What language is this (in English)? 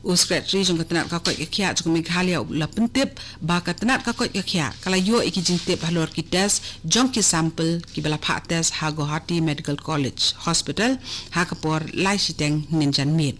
Khasi